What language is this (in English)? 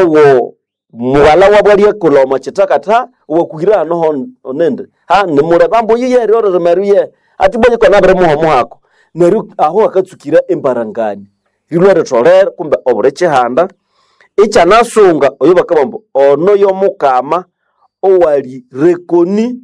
Nande